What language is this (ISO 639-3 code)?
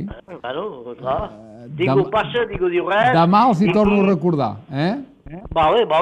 cat